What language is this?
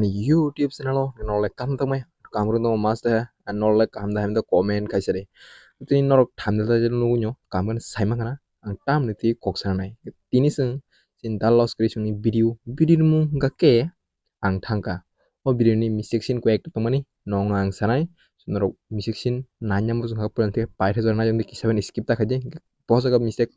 Kok Borok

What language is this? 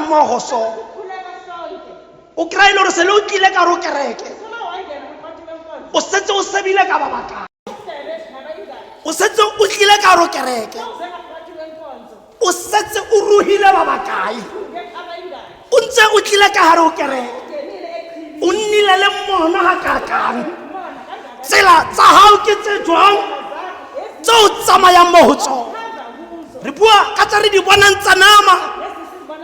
Tswana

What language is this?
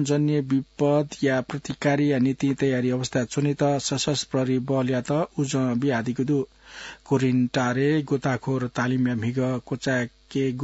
Newari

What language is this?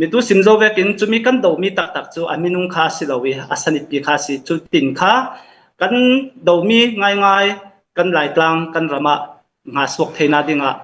Falam Chin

